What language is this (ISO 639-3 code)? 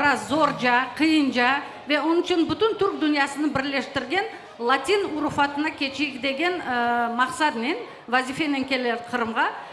crh